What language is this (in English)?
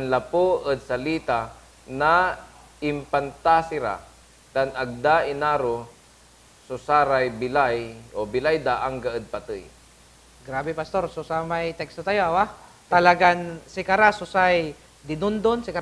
Pangasinan